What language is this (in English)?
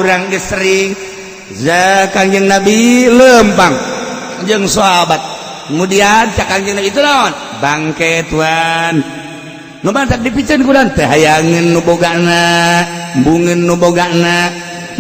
Sundanese